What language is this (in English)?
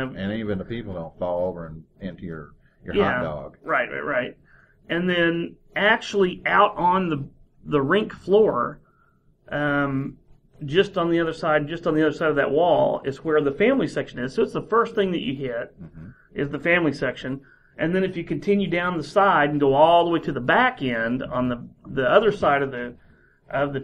English